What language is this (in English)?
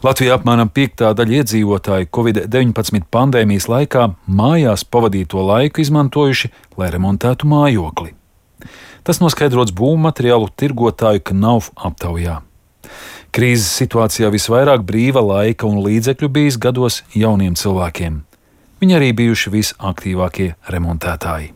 Latvian